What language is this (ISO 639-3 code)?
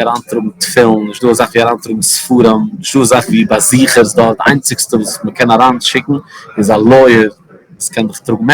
yid